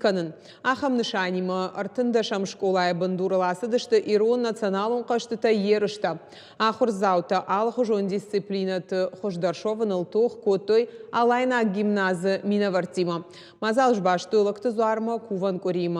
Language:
Ossetic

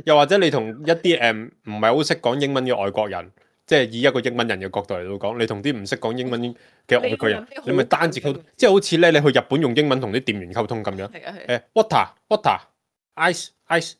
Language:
Cantonese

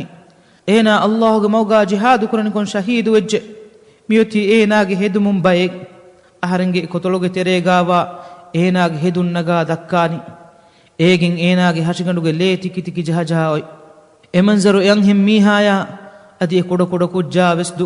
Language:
Divehi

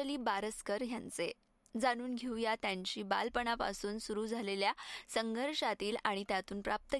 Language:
Marathi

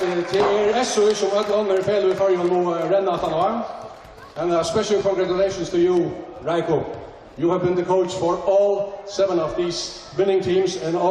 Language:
Faroese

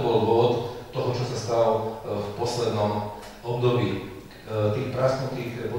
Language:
Slovak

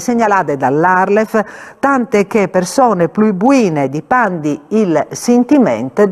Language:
Friulian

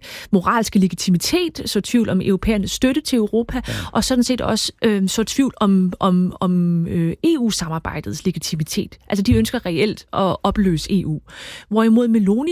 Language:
Danish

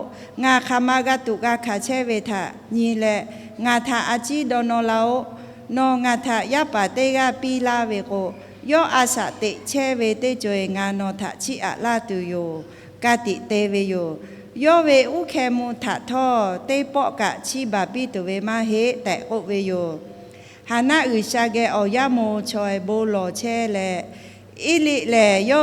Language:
Lahu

